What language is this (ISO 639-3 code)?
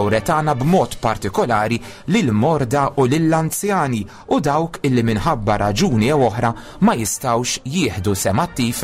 mlt